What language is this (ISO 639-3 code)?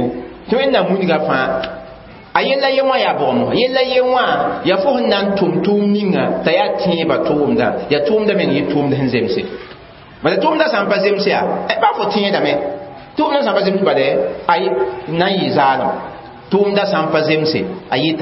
mos